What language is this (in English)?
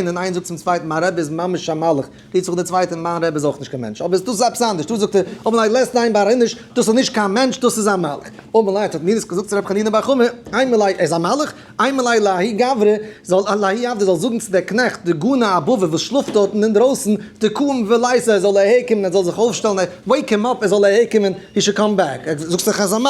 Yiddish